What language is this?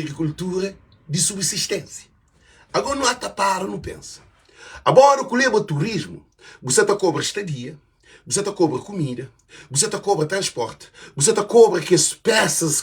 Kabuverdianu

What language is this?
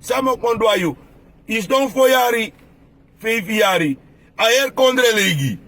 Sranan Tongo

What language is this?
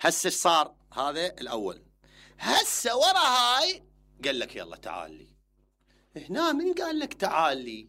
Mesopotamian Arabic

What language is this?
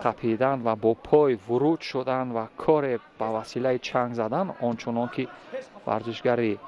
Tajik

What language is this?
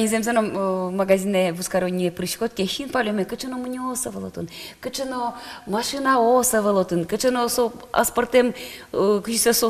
Udmurt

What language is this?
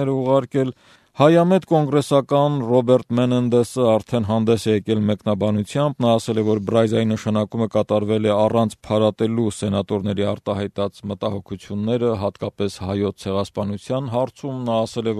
Armenian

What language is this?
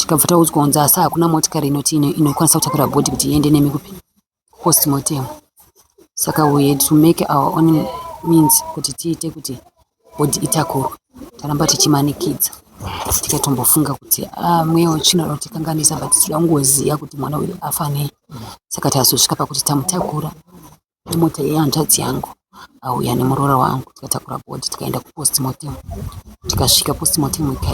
Shona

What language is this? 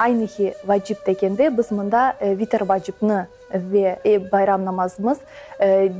Crimean Tatar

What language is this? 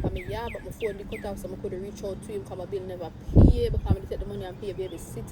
Jamaican Creole English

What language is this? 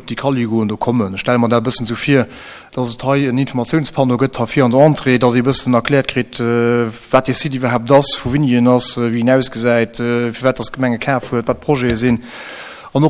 Luxembourgish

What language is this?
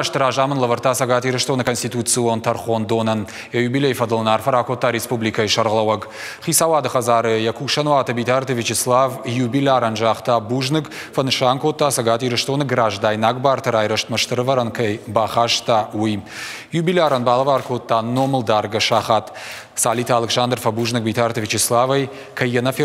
Ossetic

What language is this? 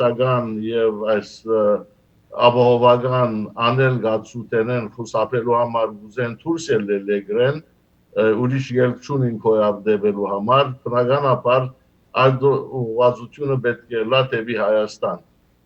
Western Armenian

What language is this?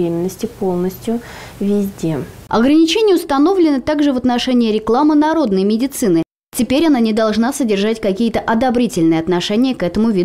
Russian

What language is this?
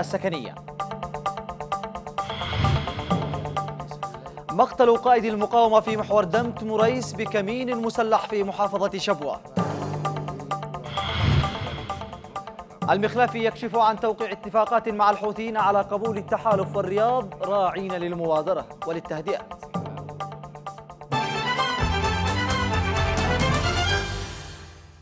Arabic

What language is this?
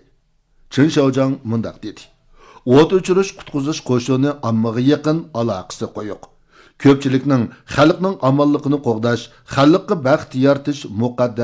Uyghur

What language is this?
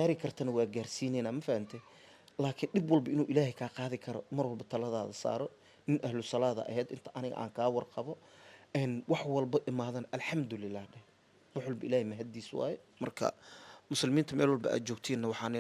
Somali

